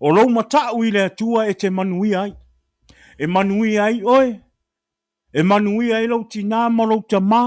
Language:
Samoan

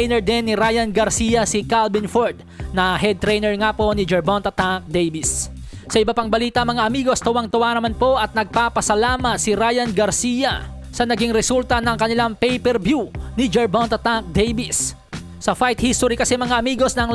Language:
Filipino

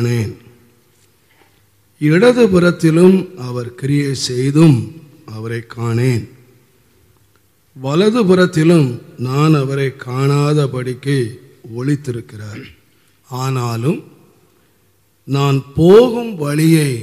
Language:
Tamil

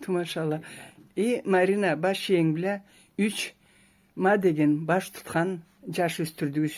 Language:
Karachay-Balkar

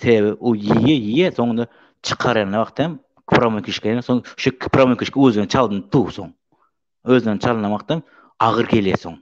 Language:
Turkmen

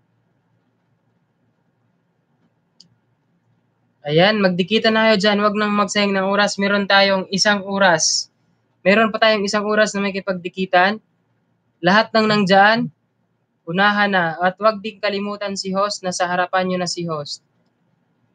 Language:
Filipino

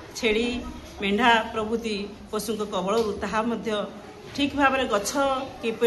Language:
Odia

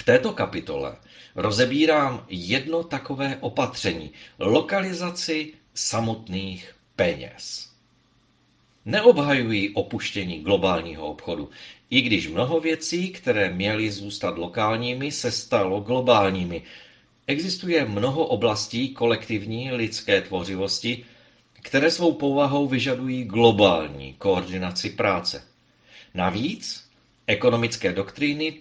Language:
Czech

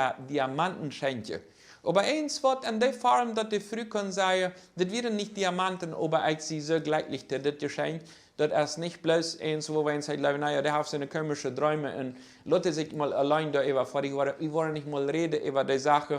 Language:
Plautdietsch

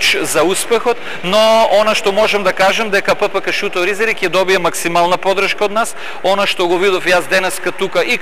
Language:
Macedonian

